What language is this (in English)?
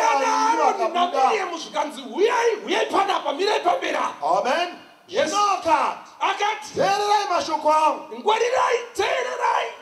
Shona